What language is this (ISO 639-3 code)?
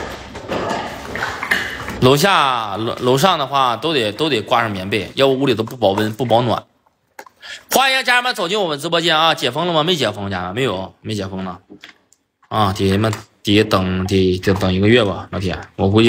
zho